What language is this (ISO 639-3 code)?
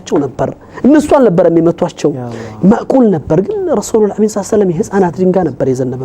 amh